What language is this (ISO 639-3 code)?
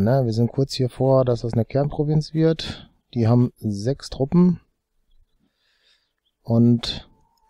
deu